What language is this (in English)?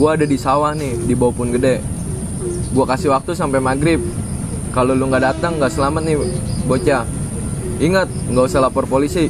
Betawi